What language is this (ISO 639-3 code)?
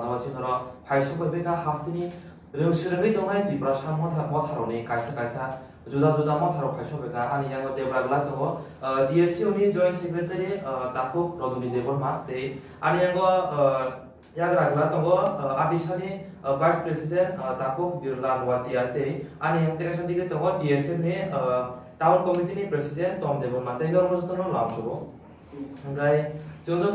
trp